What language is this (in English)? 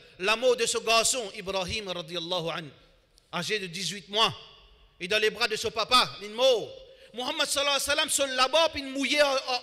French